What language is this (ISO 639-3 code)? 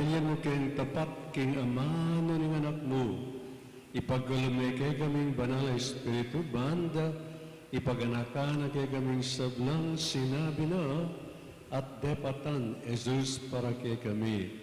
pam